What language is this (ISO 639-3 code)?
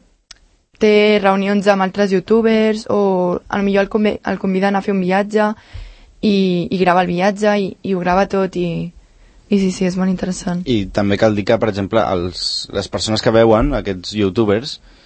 cat